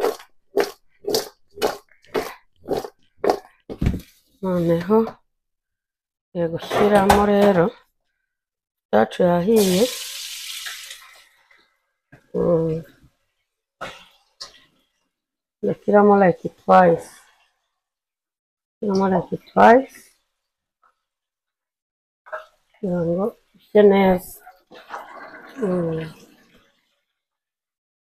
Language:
Kinyarwanda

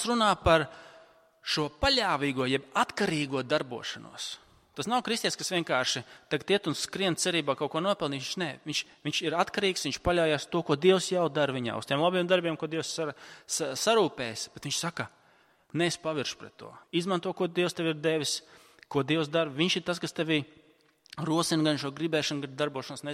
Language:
Latvian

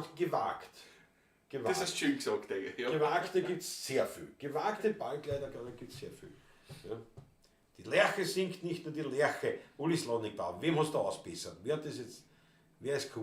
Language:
Bavarian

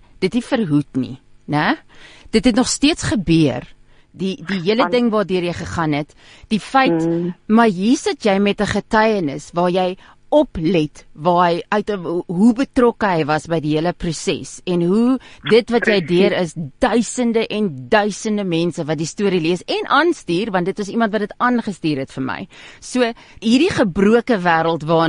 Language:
Afrikaans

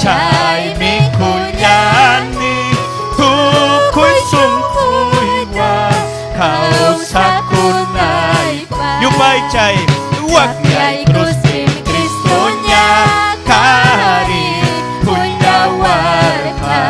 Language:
Ayacucho Quechua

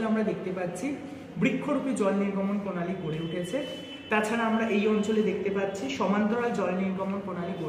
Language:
Bangla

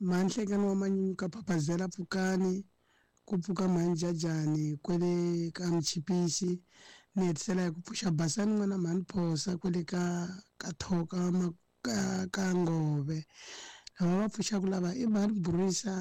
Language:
Tsonga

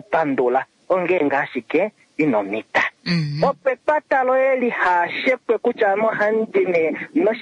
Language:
Kuanyama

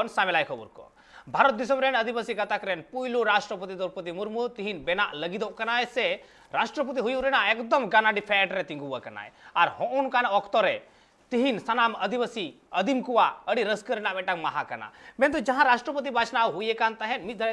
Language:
Santali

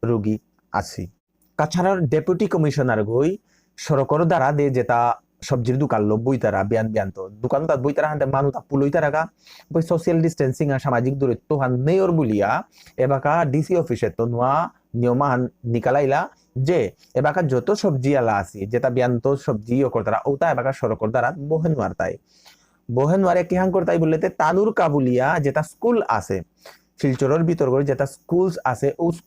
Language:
Bishnupriya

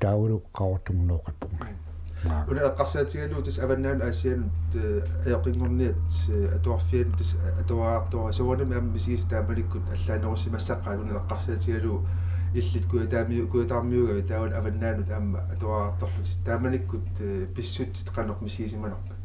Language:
Kalaallisut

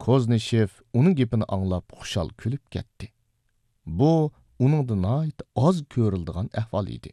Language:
Uyghur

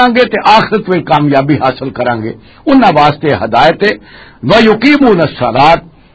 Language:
Western Panjabi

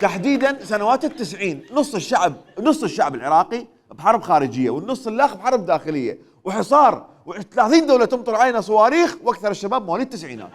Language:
Mesopotamian Arabic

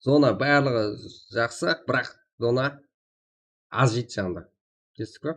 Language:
Kara-Kalpak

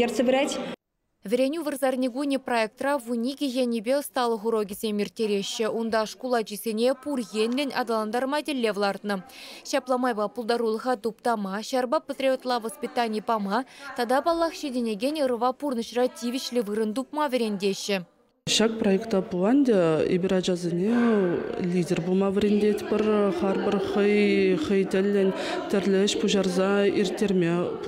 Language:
Chuvash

